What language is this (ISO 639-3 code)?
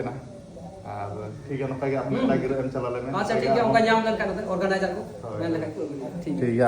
sat